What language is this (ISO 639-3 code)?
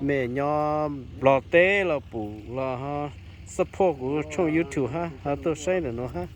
hmn